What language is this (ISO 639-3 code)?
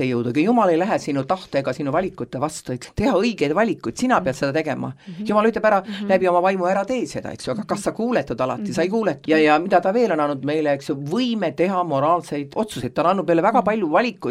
est